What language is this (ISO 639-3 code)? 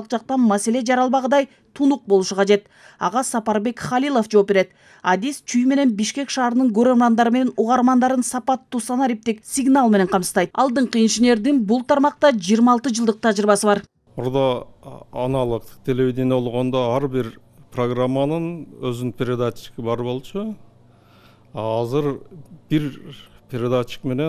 kir